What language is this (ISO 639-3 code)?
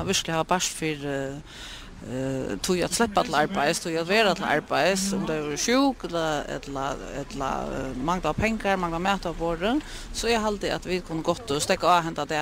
fao